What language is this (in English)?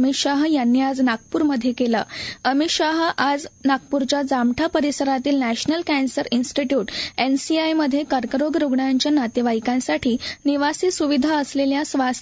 Marathi